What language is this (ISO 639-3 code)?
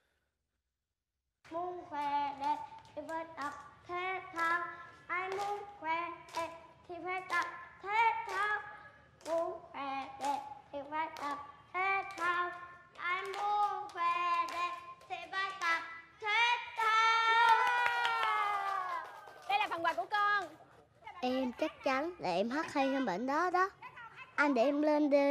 vie